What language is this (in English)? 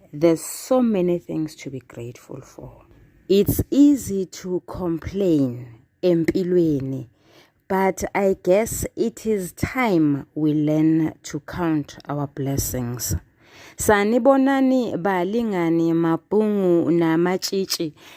Zulu